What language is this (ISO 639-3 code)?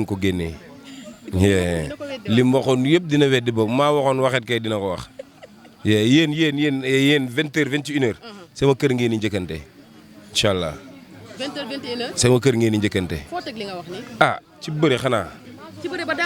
wol